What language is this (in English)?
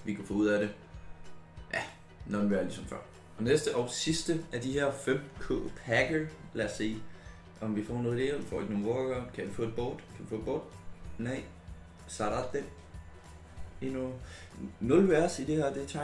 Danish